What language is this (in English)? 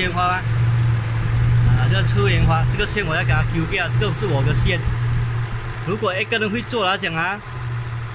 Chinese